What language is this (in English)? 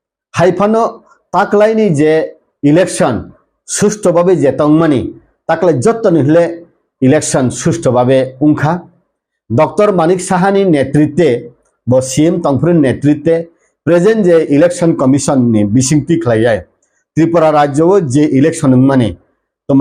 Kok Borok